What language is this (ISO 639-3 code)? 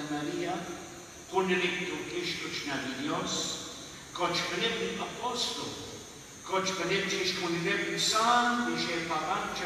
kek